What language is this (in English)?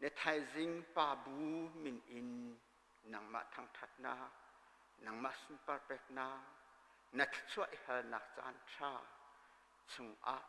Hakha Chin